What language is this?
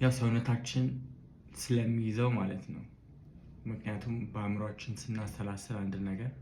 Amharic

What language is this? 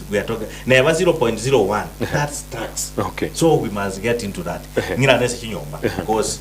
Gusii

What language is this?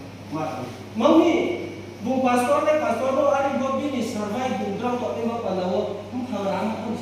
Riang (India)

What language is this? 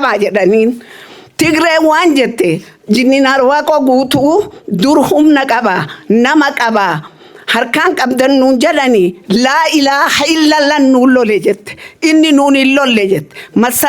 Oromo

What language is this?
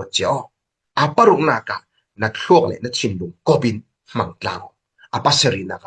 Falam Chin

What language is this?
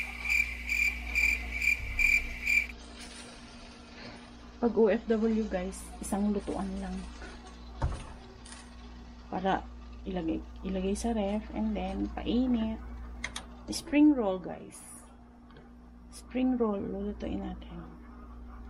Filipino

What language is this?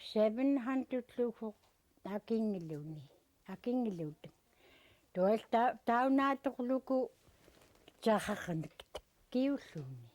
Central Yupik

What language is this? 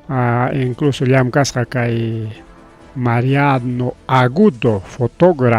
Ayacucho Quechua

